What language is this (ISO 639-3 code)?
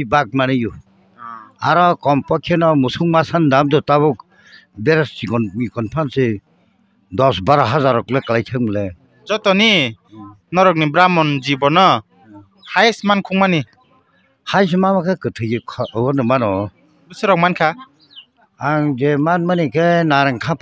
trp